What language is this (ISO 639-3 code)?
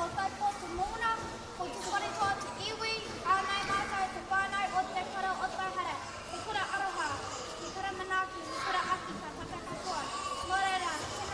mri